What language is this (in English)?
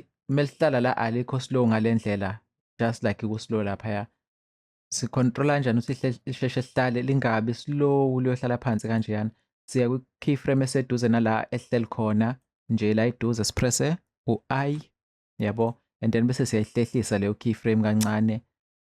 Zulu